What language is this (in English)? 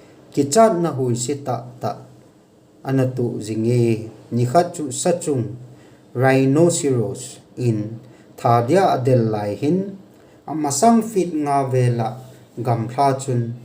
Thado Chin